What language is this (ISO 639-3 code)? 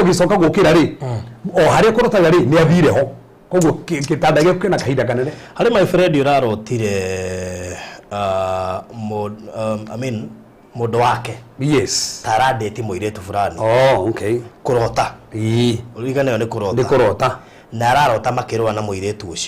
kik